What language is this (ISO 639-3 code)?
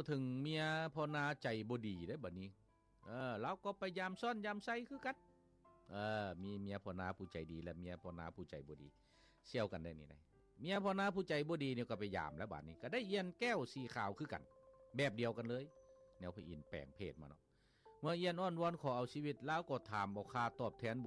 lao